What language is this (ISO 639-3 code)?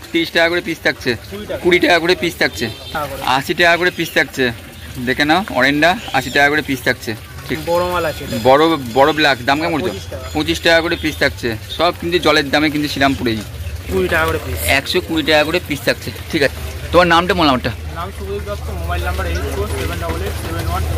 ben